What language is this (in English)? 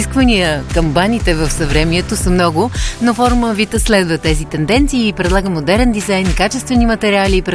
Bulgarian